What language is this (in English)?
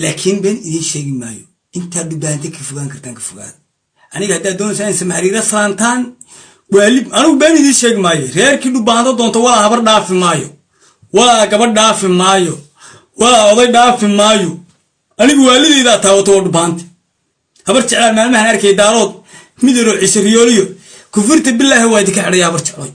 Somali